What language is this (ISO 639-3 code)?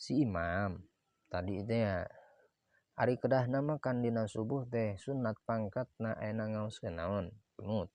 sun